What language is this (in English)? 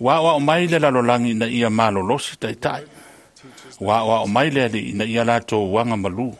Samoan